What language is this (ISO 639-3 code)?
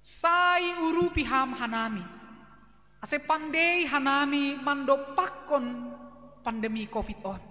bts